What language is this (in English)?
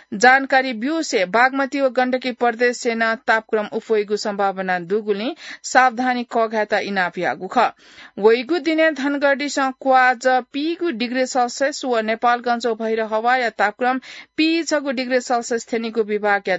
Newari